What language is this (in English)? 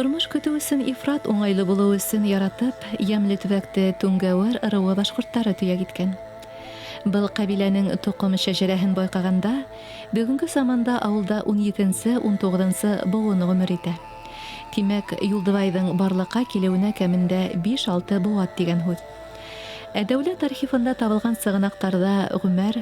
Bashkir